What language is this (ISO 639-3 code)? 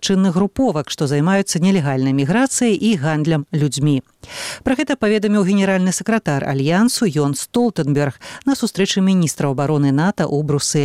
bel